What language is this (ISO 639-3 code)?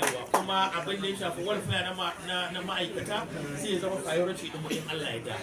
hau